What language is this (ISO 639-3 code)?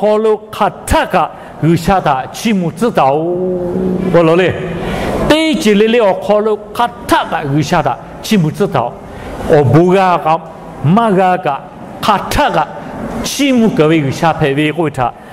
lhu